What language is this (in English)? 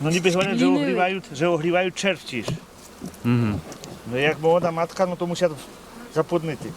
Rusyn